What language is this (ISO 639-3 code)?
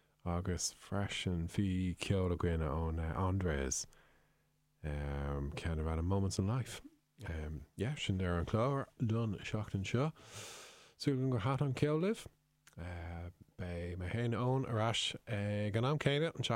gle